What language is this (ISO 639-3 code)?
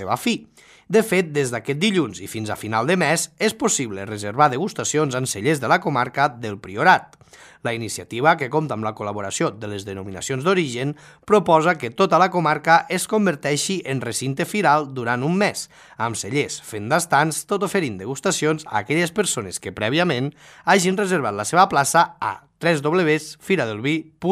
cat